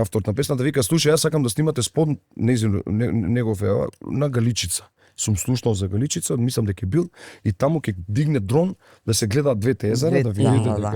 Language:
Macedonian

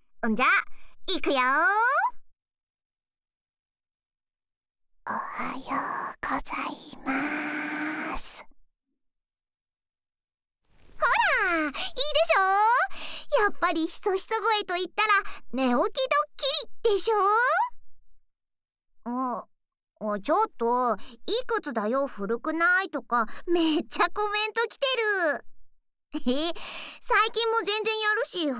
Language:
Japanese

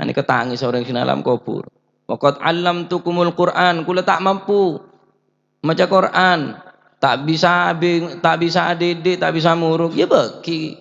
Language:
Madurese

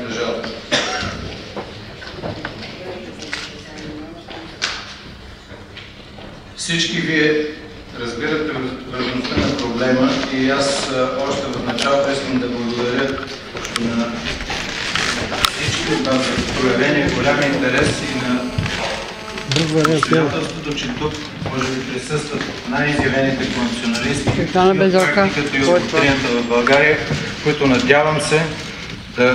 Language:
Bulgarian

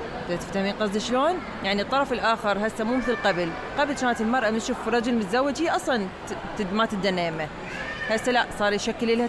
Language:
Mesopotamian Arabic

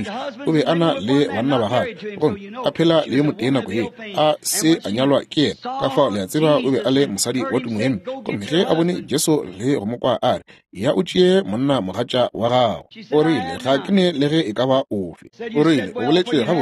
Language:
Northern Sotho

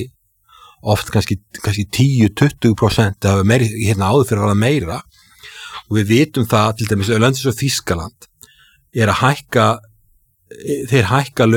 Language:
Icelandic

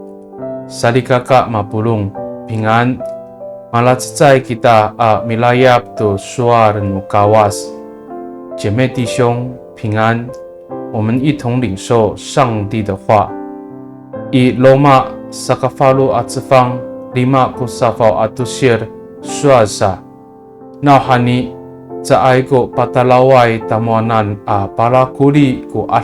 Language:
Amis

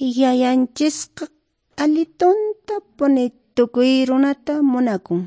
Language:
Quechua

